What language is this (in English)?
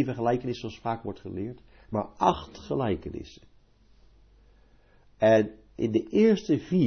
Dutch